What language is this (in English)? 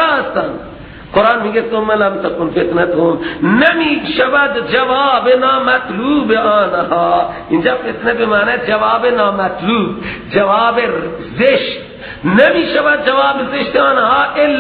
Persian